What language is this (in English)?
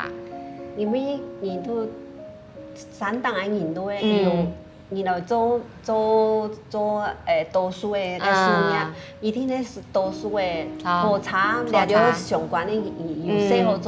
Hakka Chinese